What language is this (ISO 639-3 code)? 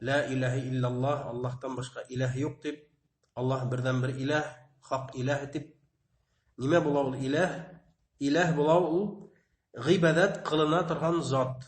bak